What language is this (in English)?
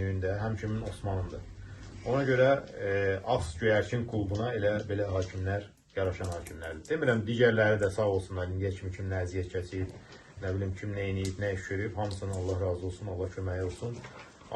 Azerbaijani